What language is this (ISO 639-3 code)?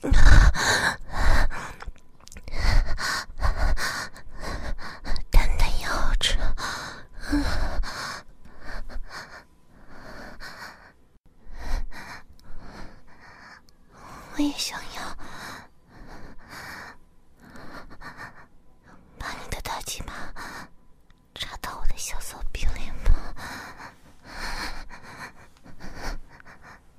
zho